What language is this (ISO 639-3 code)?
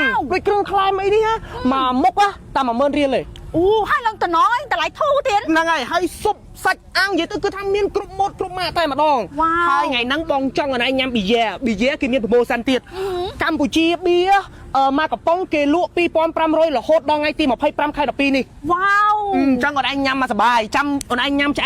khm